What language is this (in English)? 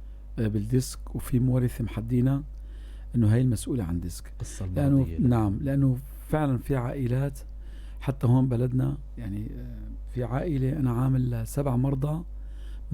North Levantine Arabic